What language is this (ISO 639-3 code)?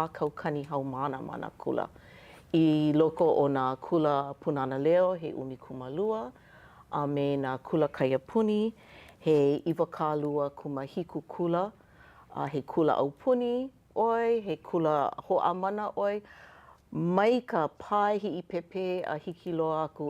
haw